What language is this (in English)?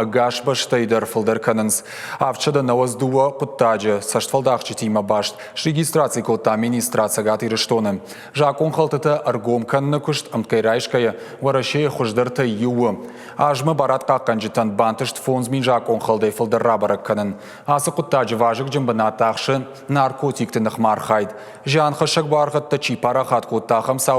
Ossetic